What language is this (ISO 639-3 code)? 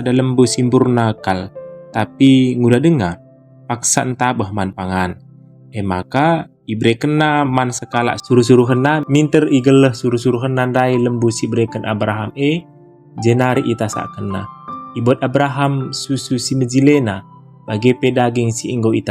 btx